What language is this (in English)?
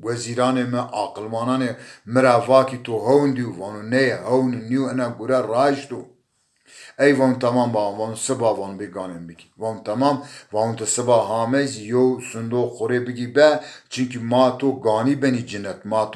Zaza